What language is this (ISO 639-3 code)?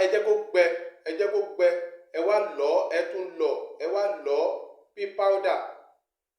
yor